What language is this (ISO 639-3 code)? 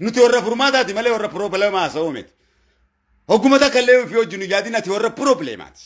orm